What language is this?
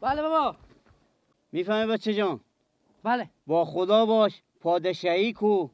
Persian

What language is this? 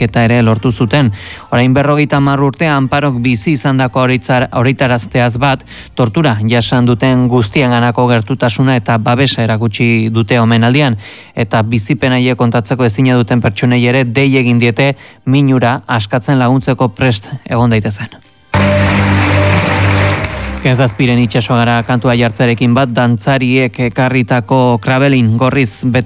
Basque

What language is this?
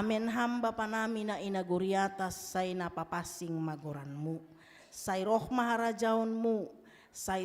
Batak Simalungun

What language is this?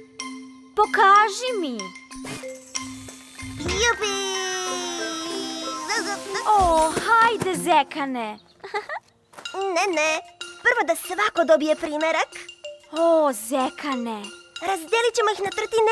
Serbian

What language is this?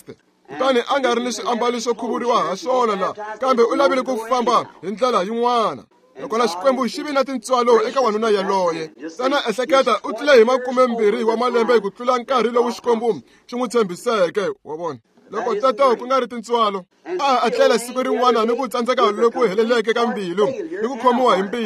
Tsonga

